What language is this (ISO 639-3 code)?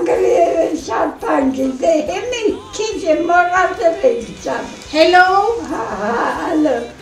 hye